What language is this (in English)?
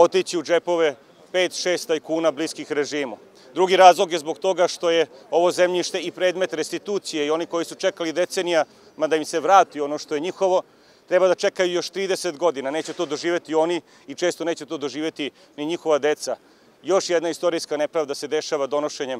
Serbian